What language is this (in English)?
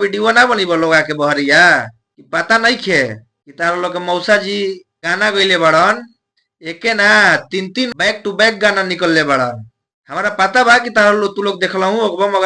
Bhojpuri